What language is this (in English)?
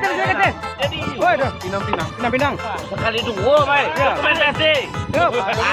Minangkabau